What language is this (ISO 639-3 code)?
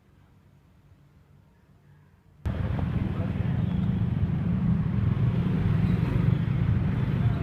bew